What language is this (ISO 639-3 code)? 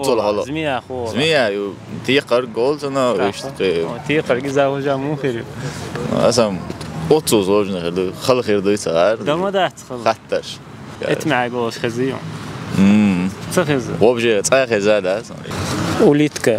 che